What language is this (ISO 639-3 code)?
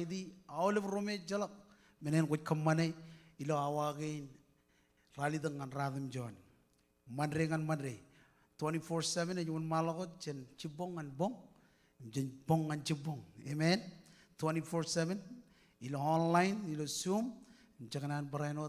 mah